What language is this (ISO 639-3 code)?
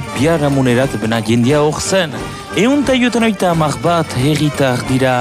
eus